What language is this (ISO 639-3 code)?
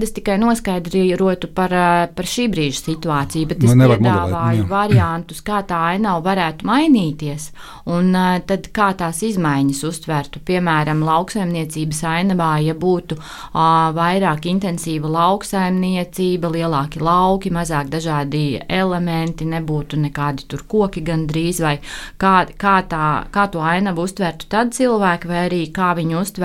lav